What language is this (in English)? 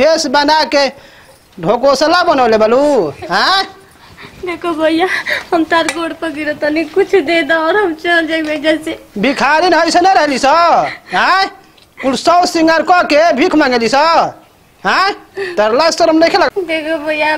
Bhojpuri